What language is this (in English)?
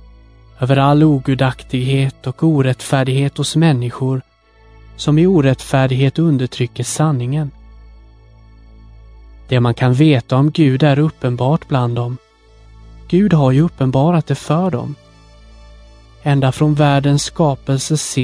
Swedish